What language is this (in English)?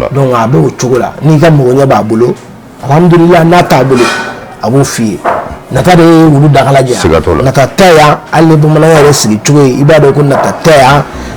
Bambara